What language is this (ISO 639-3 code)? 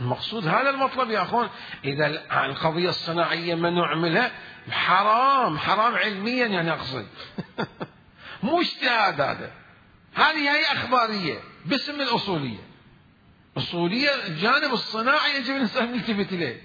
acm